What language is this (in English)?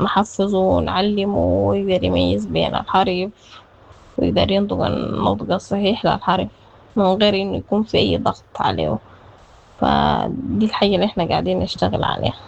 Sudanese Arabic